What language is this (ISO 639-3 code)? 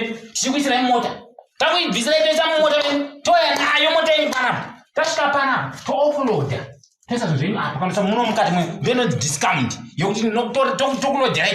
sna